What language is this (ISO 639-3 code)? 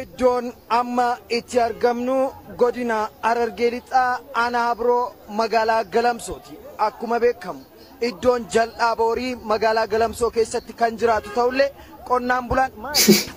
orm